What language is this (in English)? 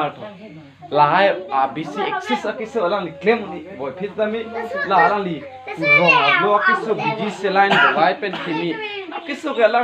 Karbi